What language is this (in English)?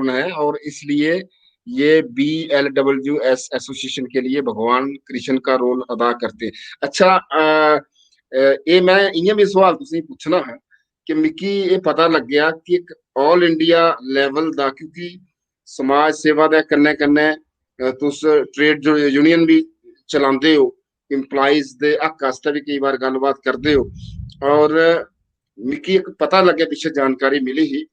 Dogri